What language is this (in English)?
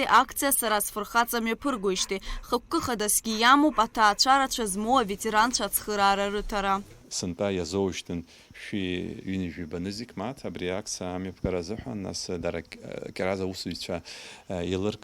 Abkhazian